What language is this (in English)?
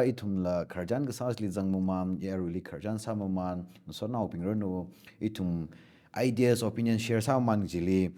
Tangkhul Naga (India)